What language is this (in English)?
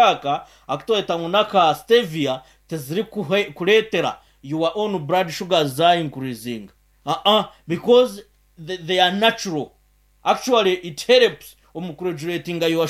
Nyankole